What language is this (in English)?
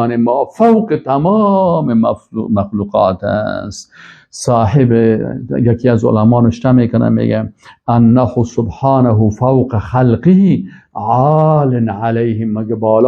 Persian